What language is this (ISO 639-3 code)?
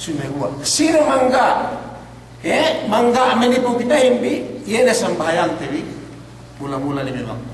yka